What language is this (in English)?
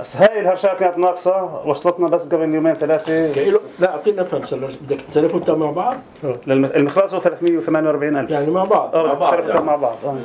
North Levantine Arabic